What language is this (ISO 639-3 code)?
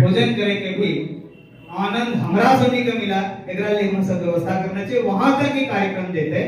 anp